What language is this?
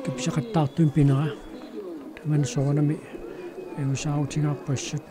Kalaallisut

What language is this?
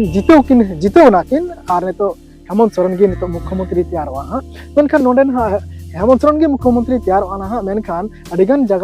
Santali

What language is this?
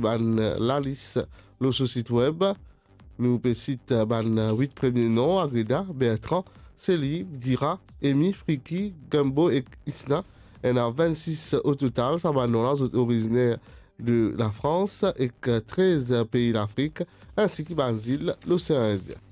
Morisyen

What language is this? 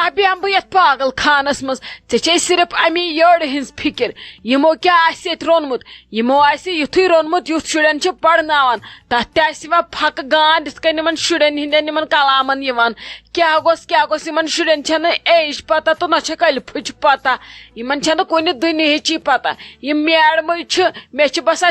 Kashmiri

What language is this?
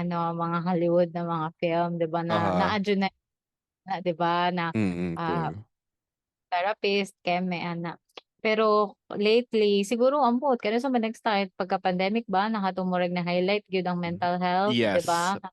Cebuano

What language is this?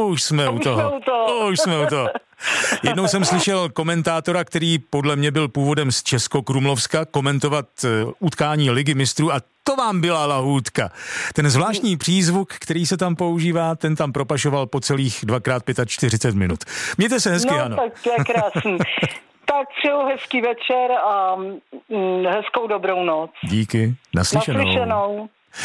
Czech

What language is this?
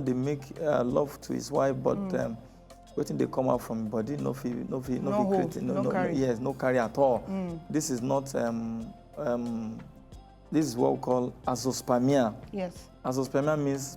Nigerian Pidgin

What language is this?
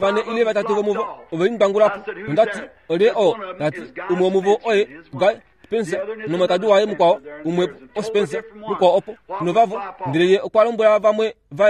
Kuanyama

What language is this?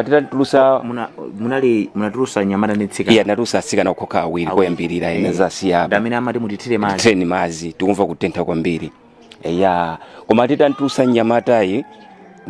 Nyanja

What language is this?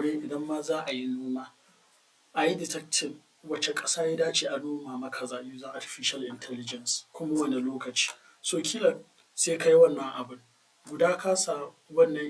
Hausa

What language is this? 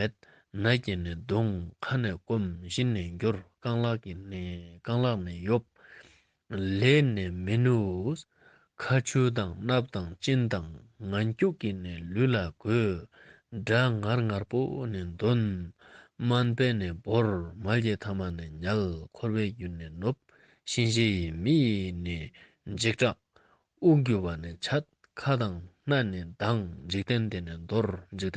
Ladakhi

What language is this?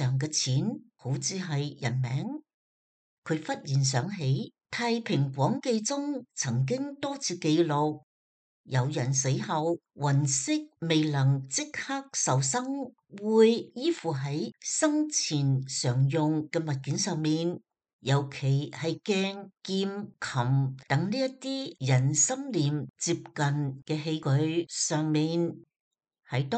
Cantonese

